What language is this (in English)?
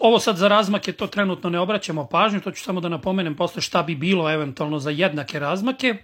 Serbian